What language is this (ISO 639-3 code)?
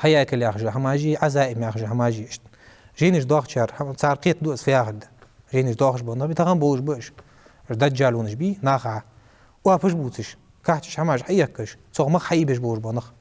inh